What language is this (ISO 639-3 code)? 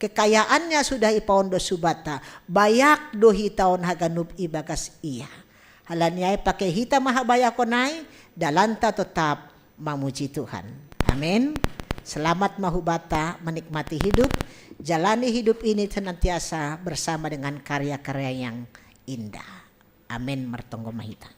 bts